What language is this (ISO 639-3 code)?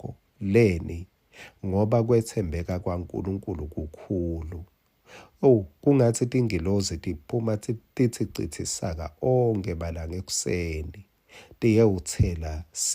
ssw